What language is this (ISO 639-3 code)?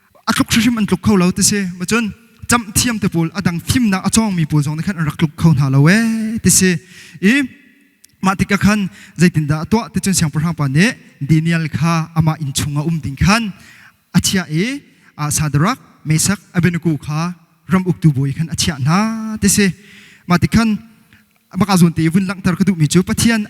cnh